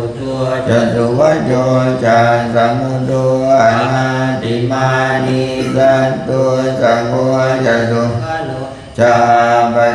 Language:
Pali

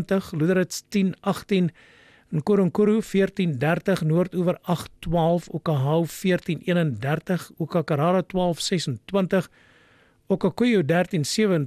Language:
Afrikaans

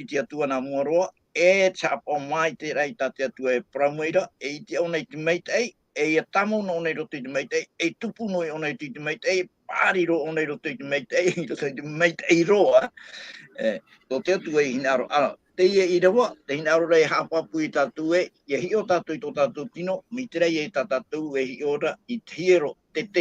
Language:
Tahitian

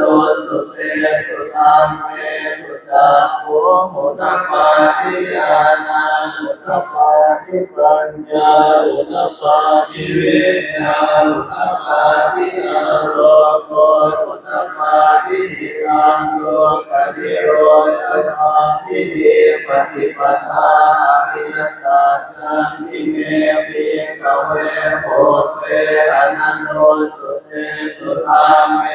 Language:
Pali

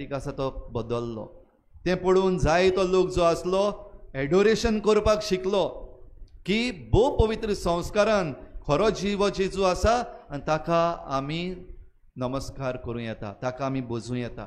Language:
Konkani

